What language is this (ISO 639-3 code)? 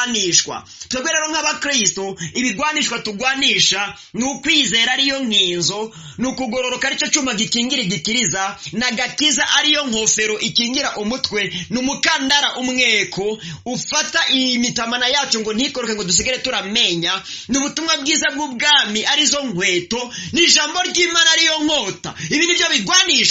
run